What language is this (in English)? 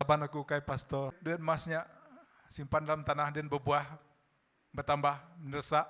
Iban